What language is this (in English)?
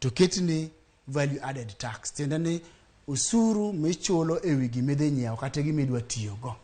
Luo (Kenya and Tanzania)